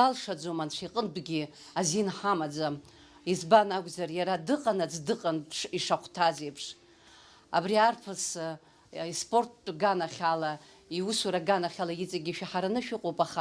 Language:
Abkhazian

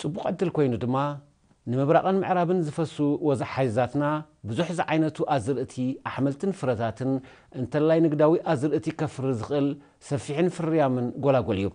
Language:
Tigrinya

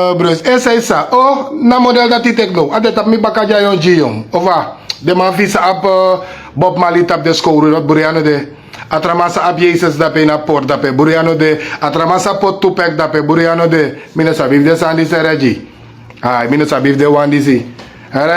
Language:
Sranan Tongo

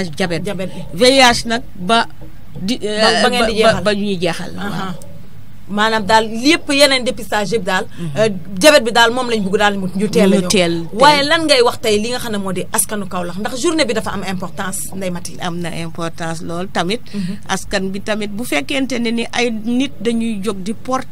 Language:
Wolof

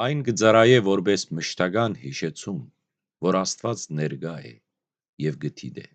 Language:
Western Armenian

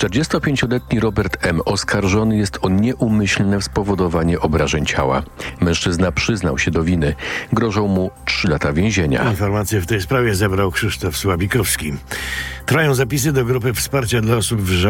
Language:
Polish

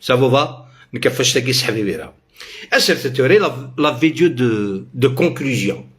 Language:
Algerian Arabic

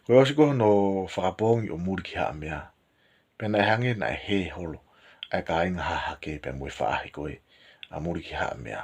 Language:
Tongan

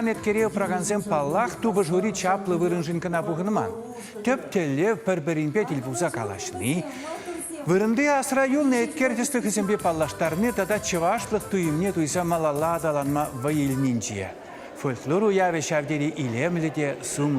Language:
Chuvash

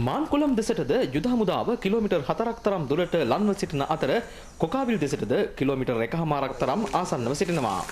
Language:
Sinhala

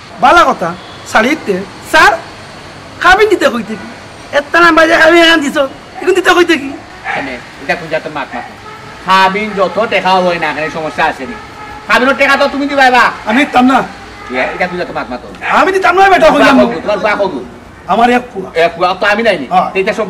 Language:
Sylheti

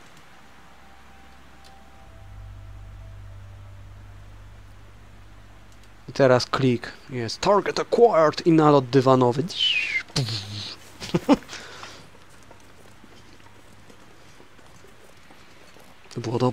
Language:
Polish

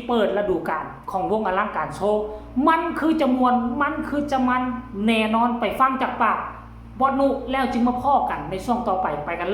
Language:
Northeastern Thai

